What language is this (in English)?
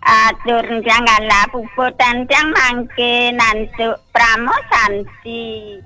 Balinese